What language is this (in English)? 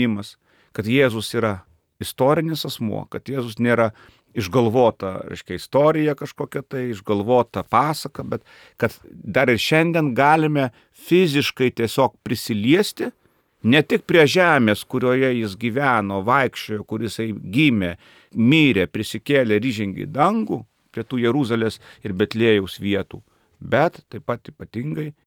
Lithuanian